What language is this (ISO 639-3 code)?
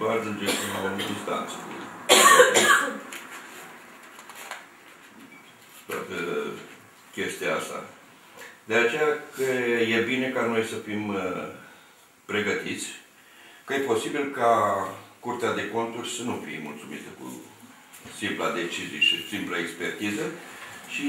ron